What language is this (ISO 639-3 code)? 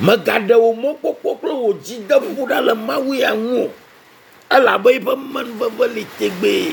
ewe